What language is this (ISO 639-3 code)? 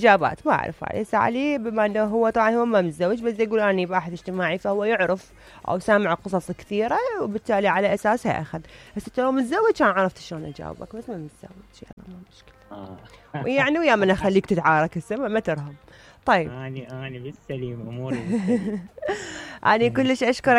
acm